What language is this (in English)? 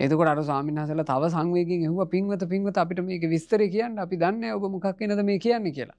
Sinhala